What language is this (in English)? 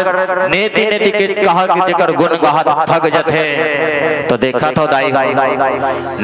Chhattisgarhi